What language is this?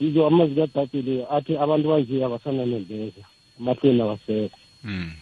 South Ndebele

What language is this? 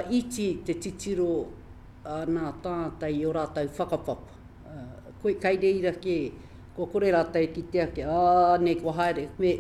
Māori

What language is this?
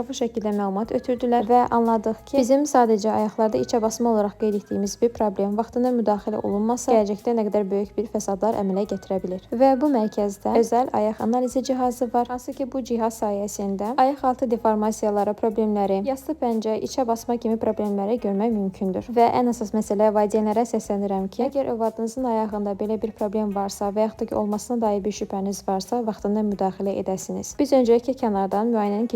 Azerbaijani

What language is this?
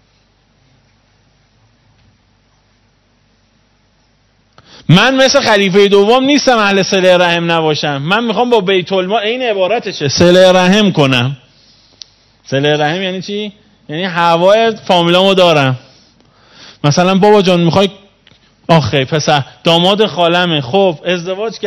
Persian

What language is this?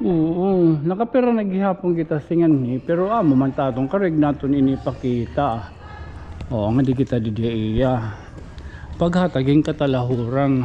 Waray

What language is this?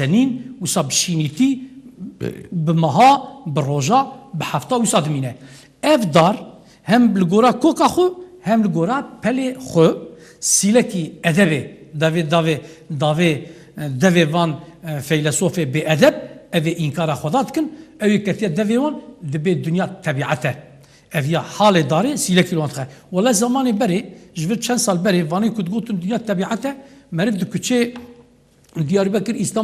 Kurdish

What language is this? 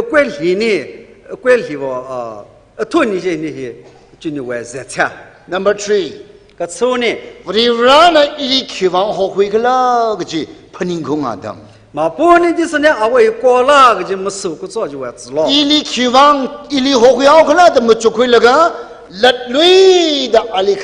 Tangkhul Naga (India)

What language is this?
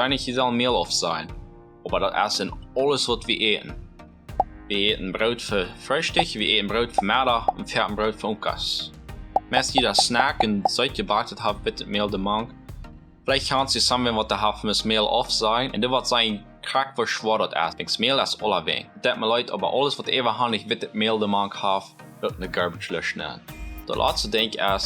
Plautdietsch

